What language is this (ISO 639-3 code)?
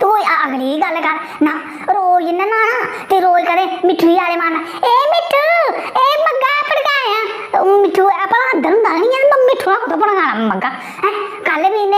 doi